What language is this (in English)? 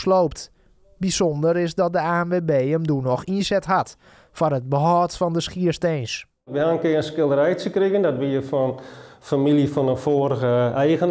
Western Frisian